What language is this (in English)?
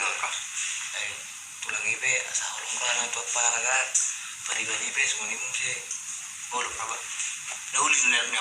Batak Toba